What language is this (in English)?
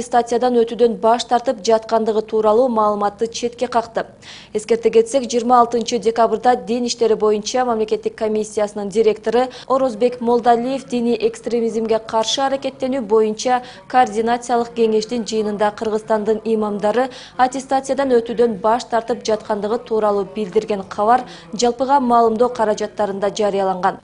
Kyrgyz